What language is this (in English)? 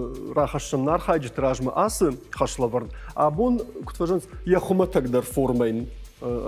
Ossetic